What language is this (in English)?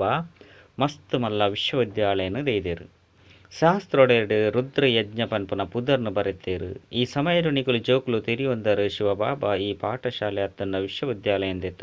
Tulu